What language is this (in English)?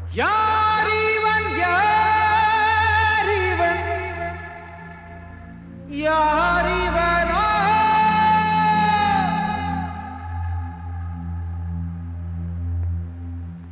Tamil